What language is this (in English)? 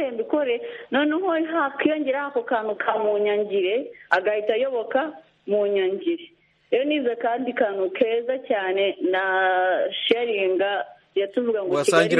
Kinyarwanda